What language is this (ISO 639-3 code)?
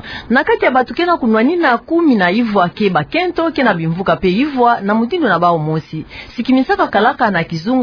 ktu